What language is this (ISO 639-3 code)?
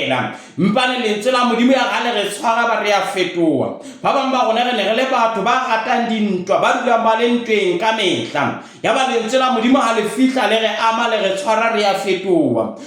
sot